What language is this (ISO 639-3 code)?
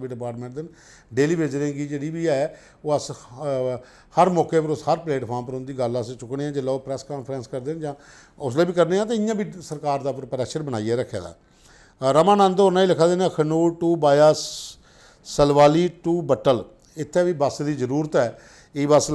doi